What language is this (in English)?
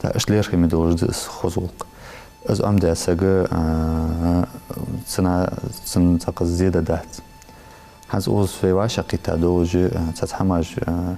Ingush